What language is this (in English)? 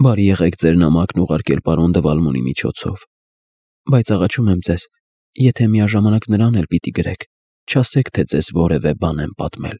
Armenian